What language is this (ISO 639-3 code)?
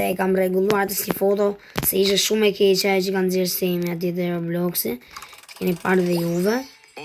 sqi